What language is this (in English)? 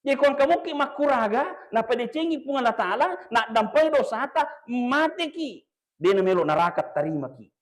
Buginese